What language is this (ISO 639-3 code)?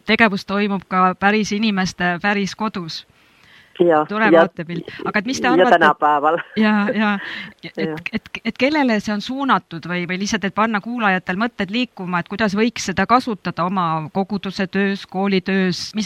est